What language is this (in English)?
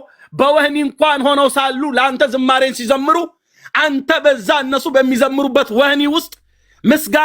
Amharic